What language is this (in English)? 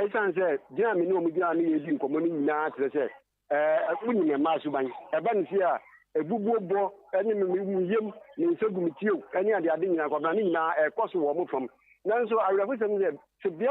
Akan